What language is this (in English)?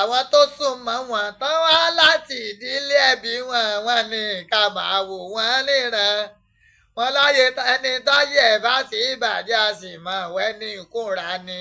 Yoruba